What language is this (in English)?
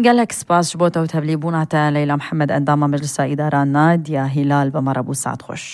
Kurdish